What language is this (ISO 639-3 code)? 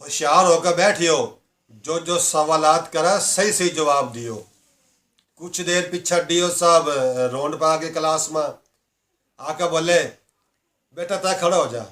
bgc